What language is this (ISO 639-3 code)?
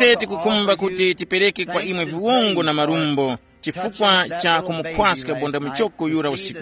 tum